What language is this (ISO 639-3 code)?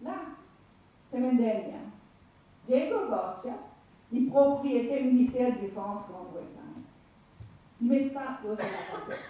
mfe